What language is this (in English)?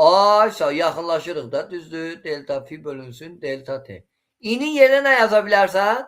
Azerbaijani